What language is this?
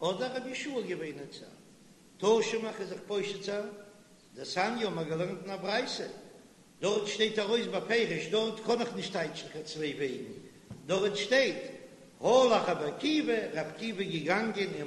Yiddish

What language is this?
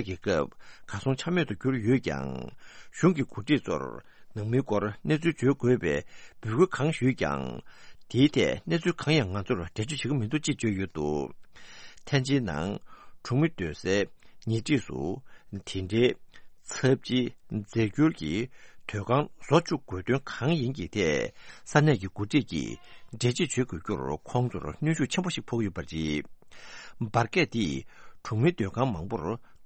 Tibetan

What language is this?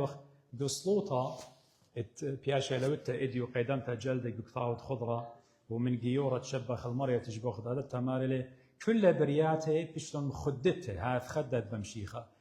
Assyrian Neo-Aramaic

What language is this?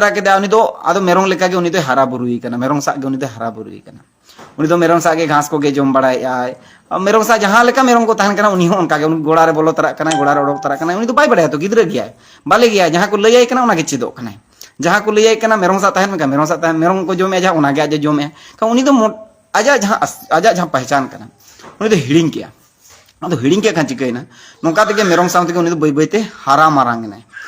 Santali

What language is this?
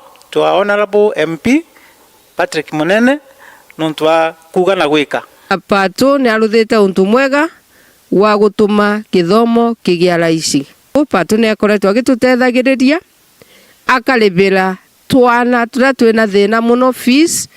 Meru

